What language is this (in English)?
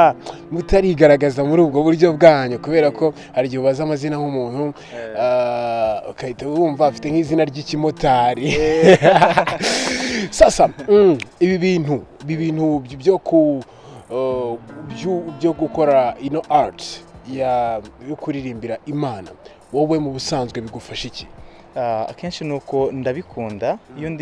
Kinyarwanda